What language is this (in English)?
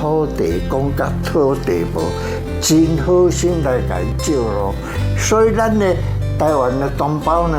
Min Nan Chinese